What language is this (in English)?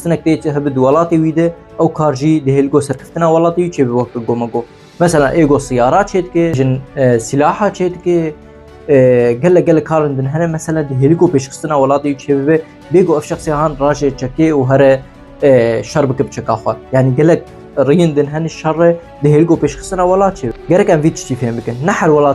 Kurdish